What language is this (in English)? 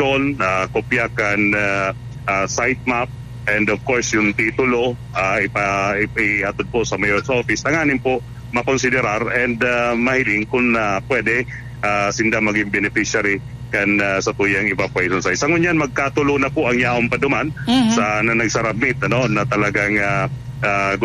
Bikol